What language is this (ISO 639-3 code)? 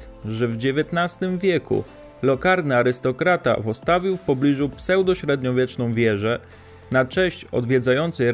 pol